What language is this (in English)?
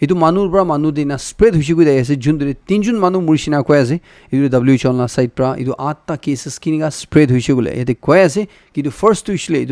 Naga Pidgin